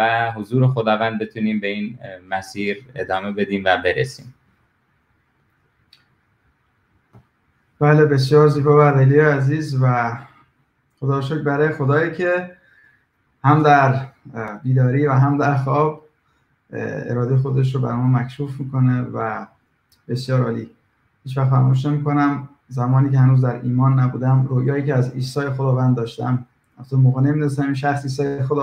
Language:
Persian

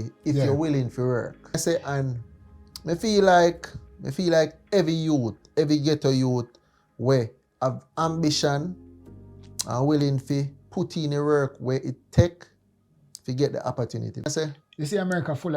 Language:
Jamaican Creole English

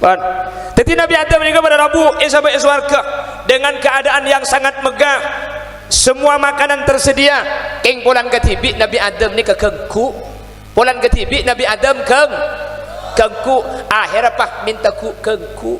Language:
Madurese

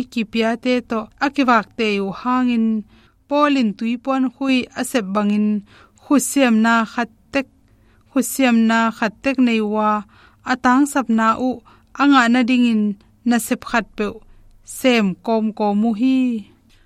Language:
Tedim Chin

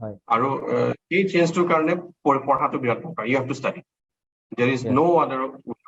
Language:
Assamese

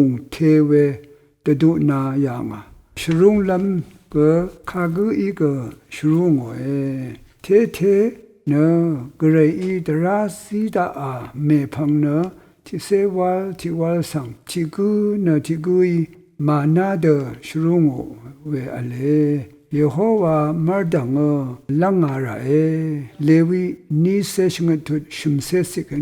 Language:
Rawang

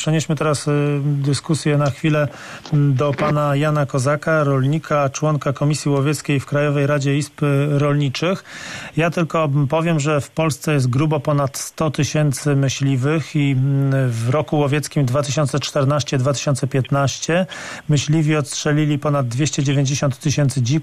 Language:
Polish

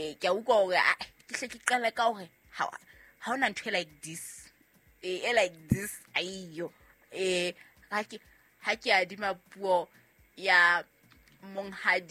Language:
Southern Sotho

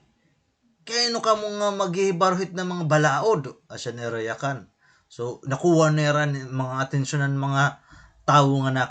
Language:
Waray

